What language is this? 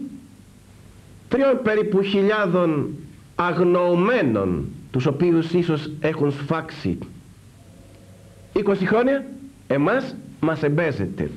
Greek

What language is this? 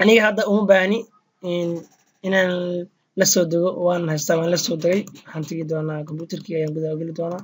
Somali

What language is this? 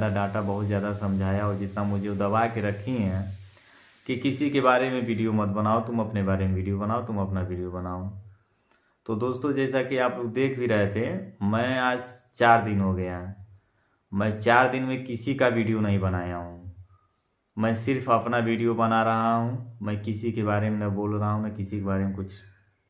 Bhojpuri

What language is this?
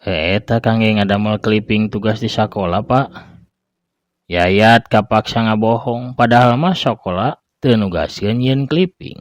Sundanese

